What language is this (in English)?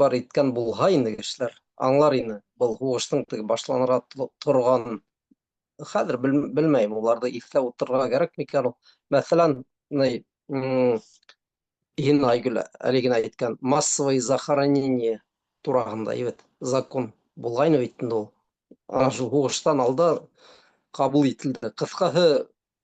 Bashkir